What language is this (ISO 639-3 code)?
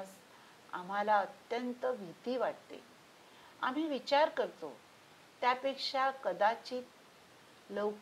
mar